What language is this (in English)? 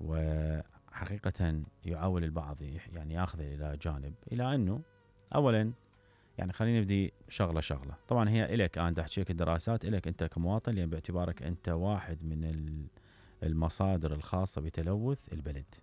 Mesopotamian Arabic